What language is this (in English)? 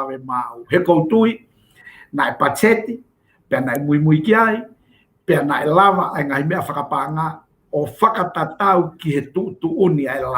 Tongan